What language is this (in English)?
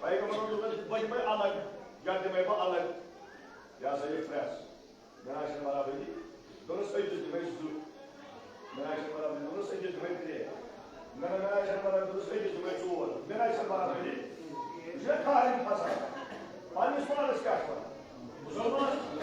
Kashmiri